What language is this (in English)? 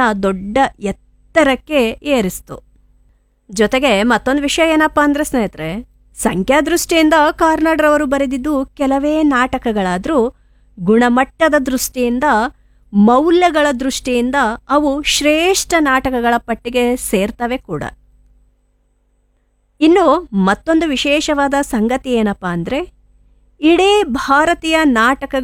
Kannada